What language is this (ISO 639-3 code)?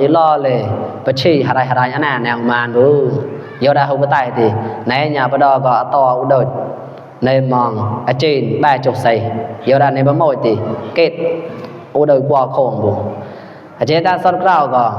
mnw